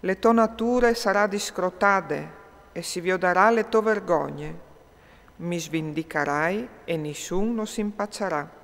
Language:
Friulian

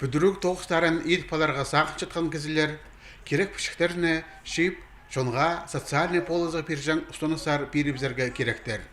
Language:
Khakas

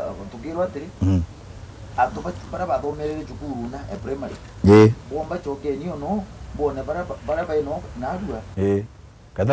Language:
Meru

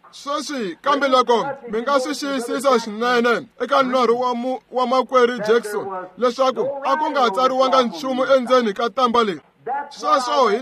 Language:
Tsonga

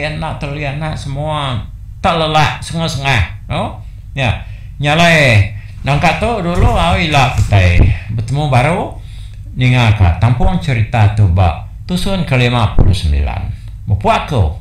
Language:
Iban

